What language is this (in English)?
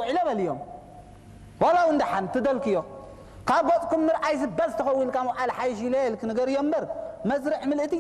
Tigrinya